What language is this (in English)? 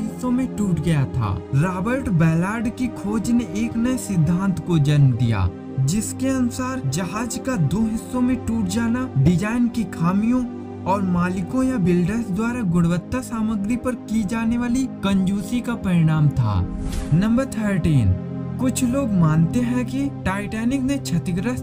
Hindi